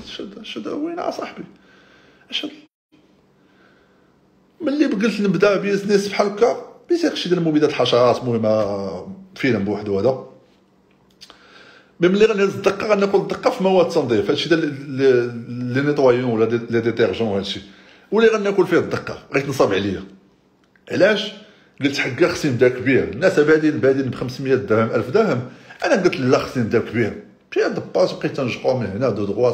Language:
Moroccan Arabic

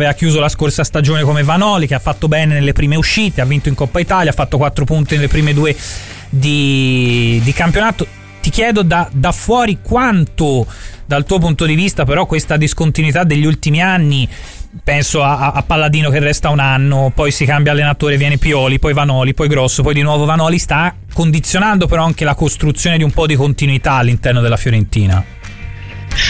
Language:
Italian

